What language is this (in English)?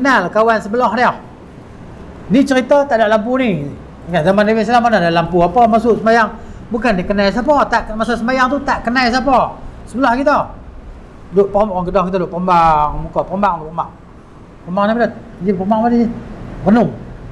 Malay